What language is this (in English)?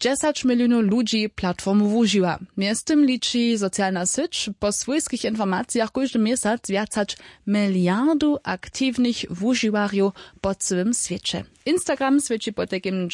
Upper Sorbian